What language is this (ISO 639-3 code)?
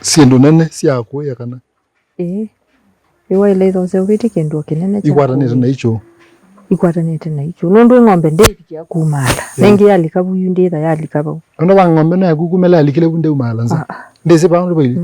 kam